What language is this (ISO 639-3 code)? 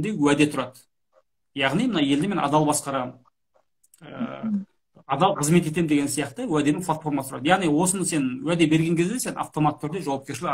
kaz